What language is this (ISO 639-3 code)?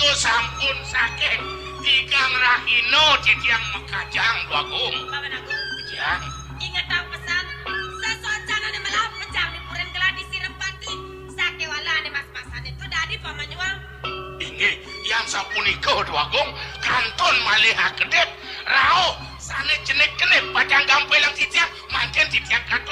ban